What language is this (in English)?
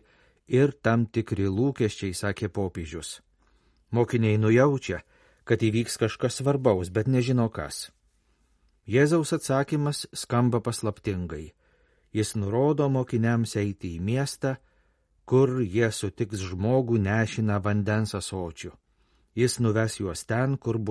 Lithuanian